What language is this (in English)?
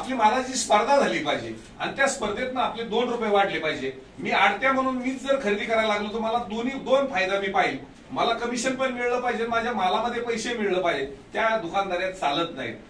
Marathi